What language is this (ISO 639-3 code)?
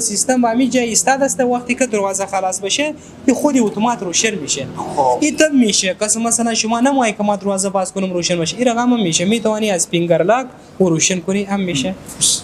fas